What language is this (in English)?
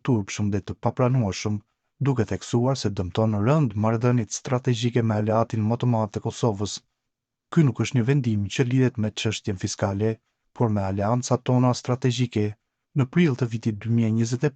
Albanian